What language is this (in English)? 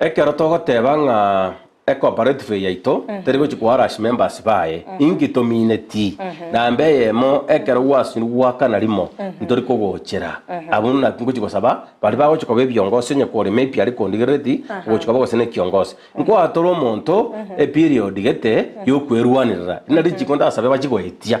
Gusii